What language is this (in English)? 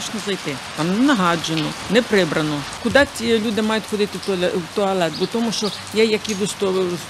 Ukrainian